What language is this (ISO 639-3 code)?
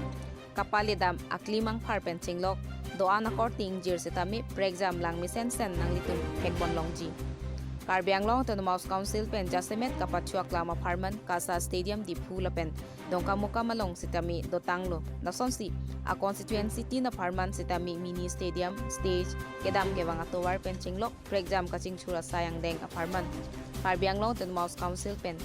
mjw